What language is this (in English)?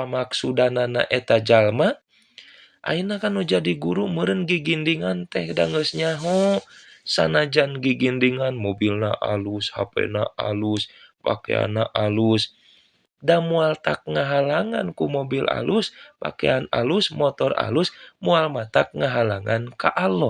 Sundanese